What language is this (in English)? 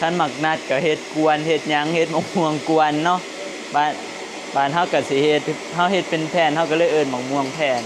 Northeastern Thai